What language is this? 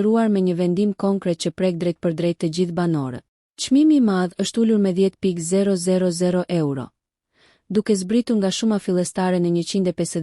Albanian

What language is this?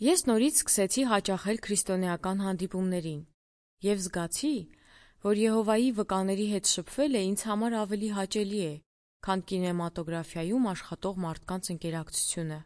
Armenian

